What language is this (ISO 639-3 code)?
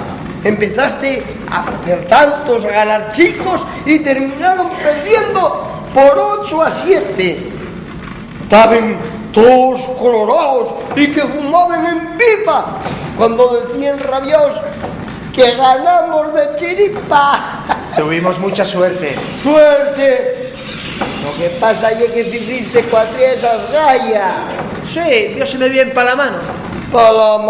ast